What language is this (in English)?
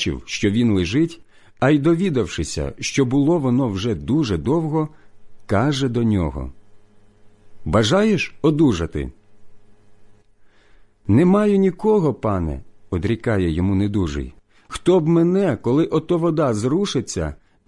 Ukrainian